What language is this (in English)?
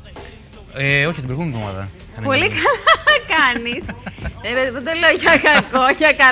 Greek